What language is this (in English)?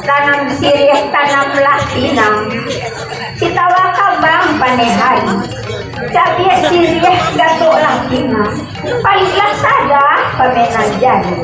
Minangkabau